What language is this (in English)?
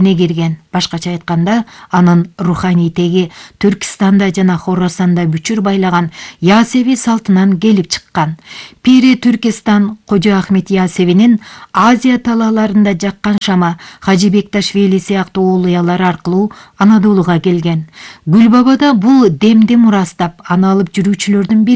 Kyrgyz